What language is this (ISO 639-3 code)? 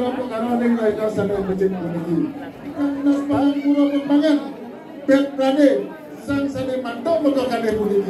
ban